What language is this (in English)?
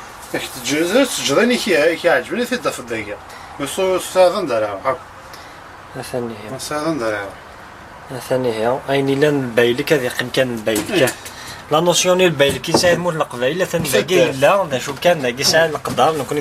Kabyle